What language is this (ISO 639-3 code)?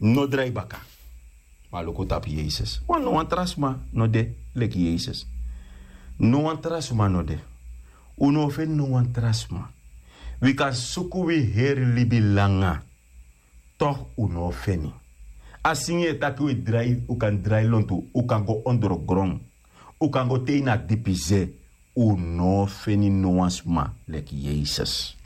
srn